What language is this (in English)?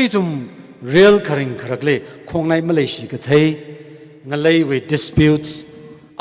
Tangkhul Naga (India)